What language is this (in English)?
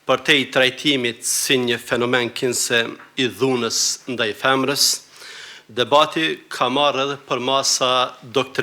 Albanian